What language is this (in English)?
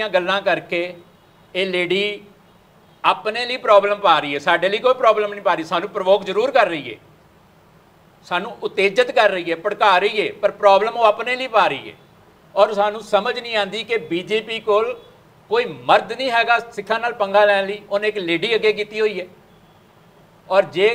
Punjabi